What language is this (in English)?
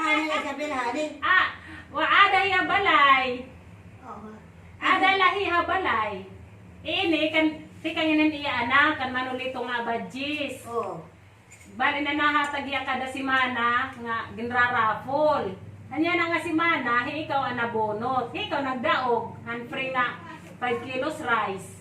Waray